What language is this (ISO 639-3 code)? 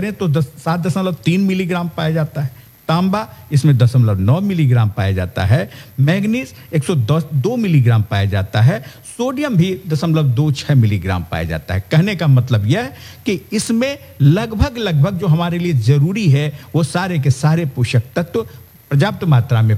hin